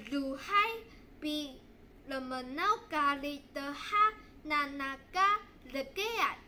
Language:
Taroko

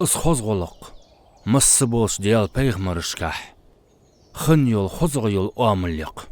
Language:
Ingush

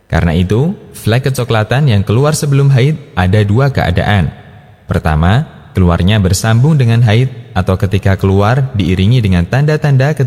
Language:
Indonesian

